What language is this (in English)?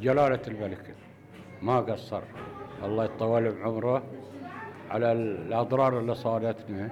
Gulf Arabic